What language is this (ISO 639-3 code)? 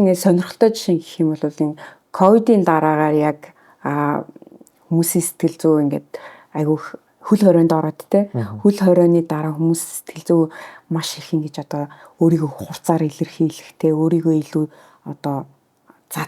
mon